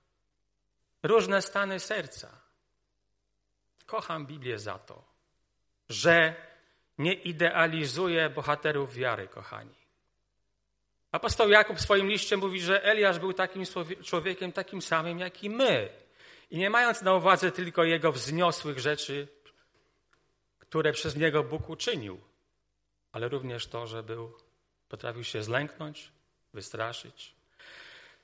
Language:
Polish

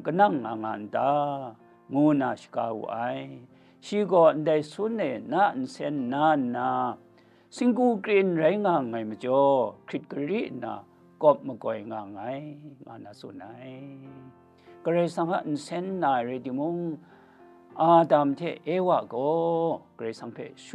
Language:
Kachin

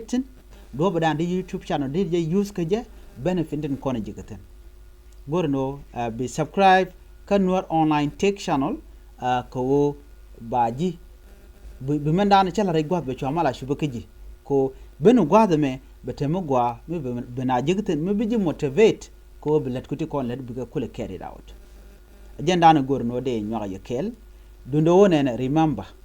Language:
Nuer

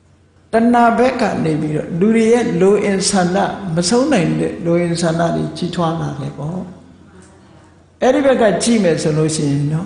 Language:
Burmese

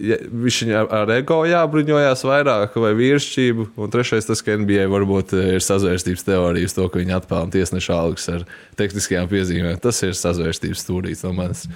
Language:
Latvian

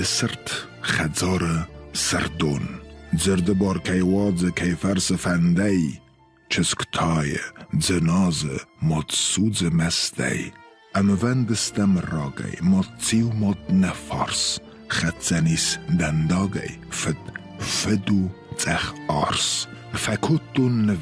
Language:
Ossetic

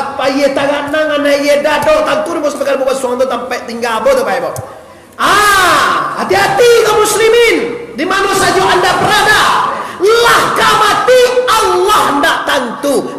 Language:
Minangkabau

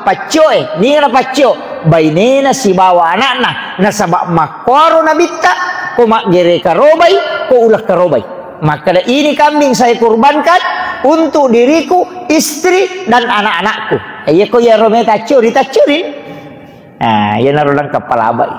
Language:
Buginese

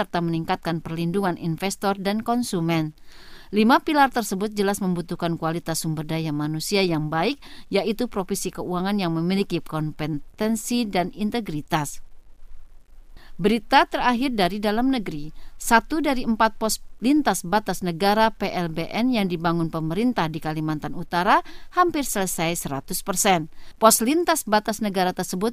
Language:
Indonesian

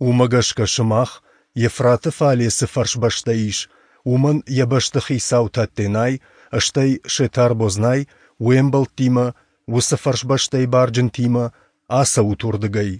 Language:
Ossetic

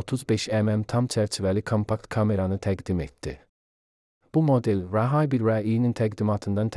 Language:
Azerbaijani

